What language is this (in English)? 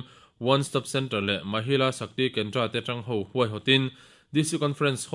Mizo